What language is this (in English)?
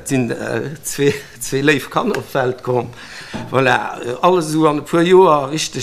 Luxembourgish